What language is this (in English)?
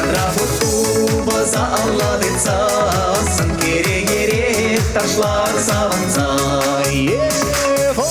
Chuvash